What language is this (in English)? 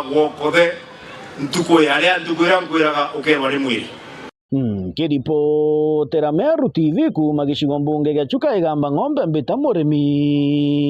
Meru